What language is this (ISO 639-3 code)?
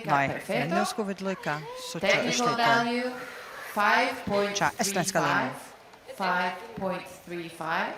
fao